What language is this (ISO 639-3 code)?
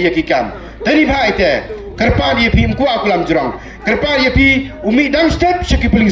pbv